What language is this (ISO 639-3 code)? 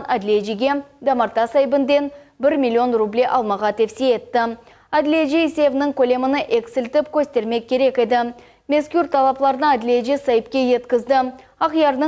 crh